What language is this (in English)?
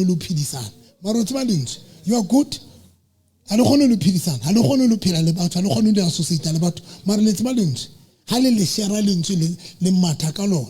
Southern Sotho